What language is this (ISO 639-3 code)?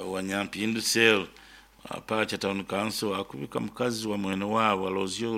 nyn